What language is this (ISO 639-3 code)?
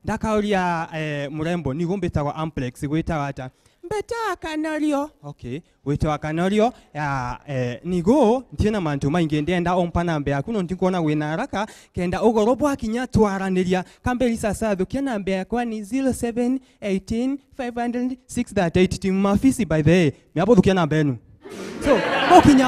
mer